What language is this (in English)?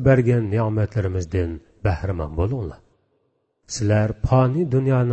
Uyghur